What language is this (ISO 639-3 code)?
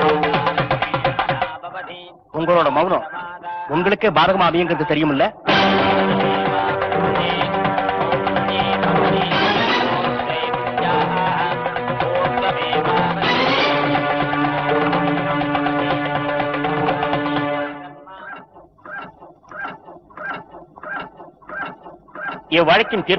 tam